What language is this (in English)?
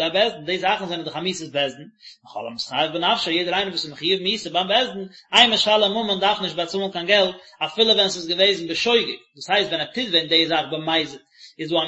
Yiddish